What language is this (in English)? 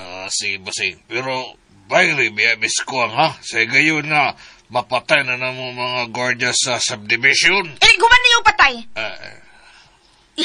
Cebuano